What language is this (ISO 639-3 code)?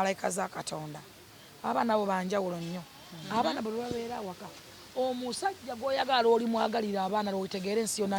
lug